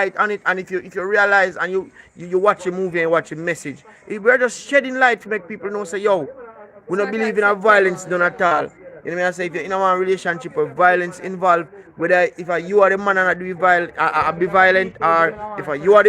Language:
Jamaican Creole English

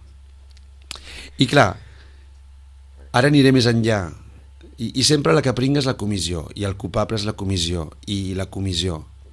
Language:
Catalan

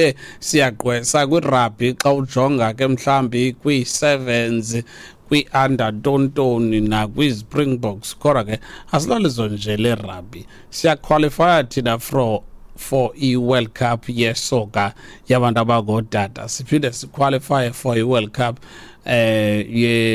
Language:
Xhosa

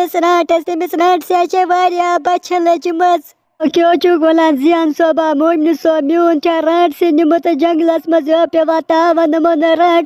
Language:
Kashmiri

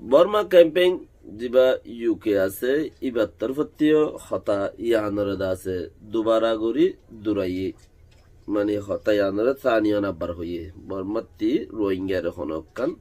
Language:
Rohingya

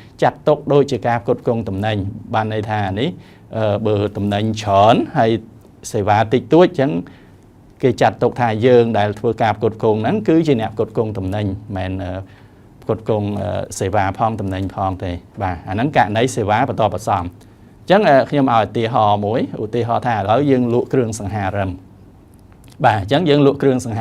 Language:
Khmer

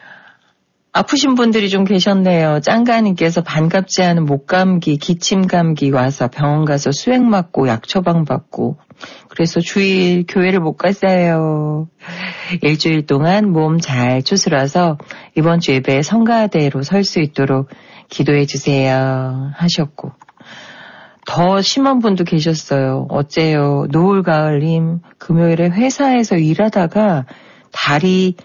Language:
Korean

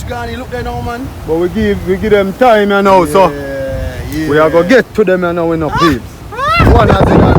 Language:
Jamaican Creole English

